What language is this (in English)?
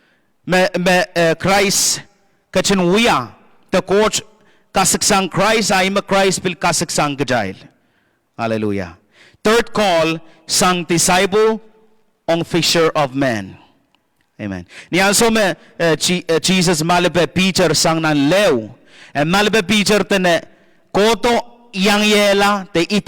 Pohnpeian